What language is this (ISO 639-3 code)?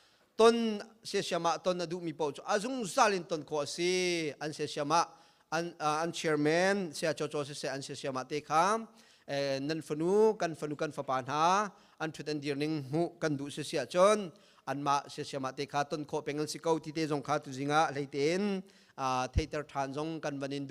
cnh